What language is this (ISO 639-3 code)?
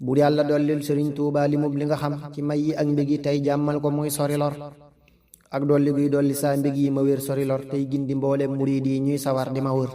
wol